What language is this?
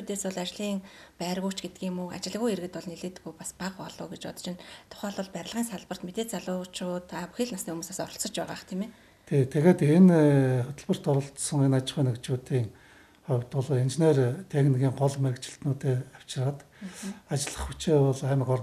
Mongolian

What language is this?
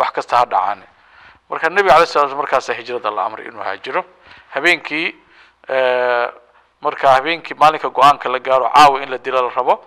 Somali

